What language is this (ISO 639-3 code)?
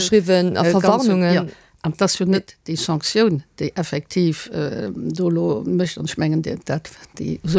ltz